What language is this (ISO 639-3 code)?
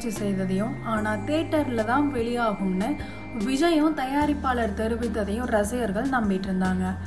tam